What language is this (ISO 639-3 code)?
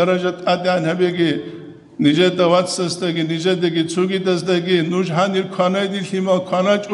ava